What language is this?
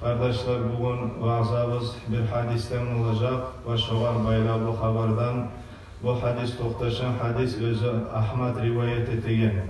Kumyk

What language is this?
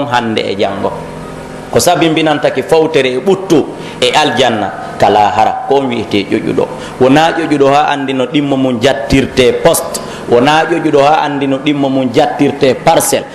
Pular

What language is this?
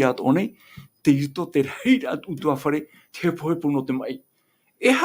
Tahitian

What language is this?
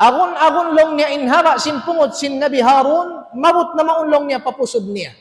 Tausug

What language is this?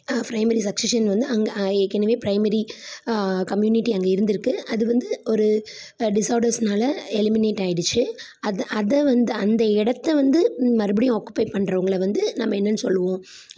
Tamil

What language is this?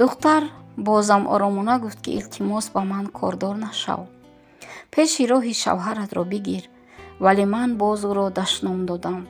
Tajik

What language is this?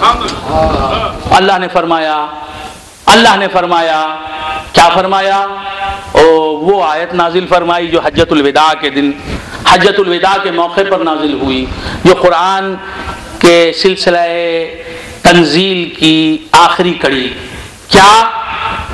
Urdu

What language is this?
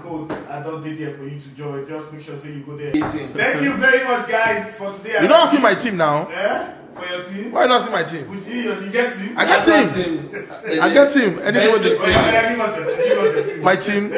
Nigerian Pidgin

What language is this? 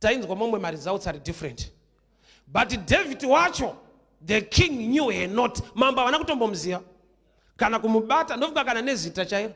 Shona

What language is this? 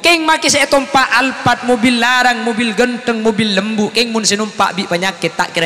Madurese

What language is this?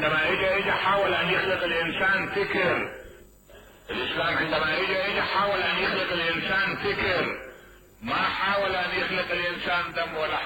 Mesopotamian Arabic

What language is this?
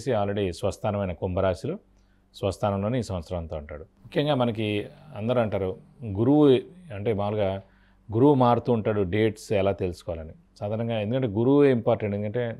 Telugu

